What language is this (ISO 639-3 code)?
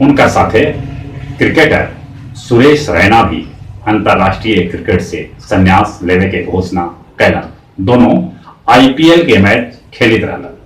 mag